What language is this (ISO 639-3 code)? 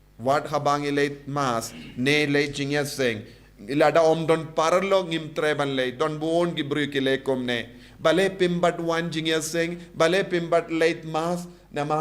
kha